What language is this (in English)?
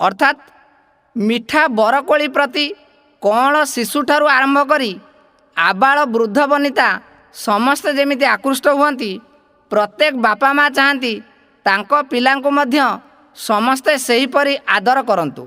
Odia